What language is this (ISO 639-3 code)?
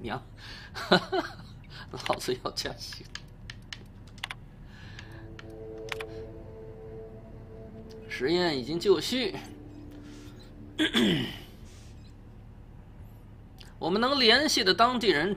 zho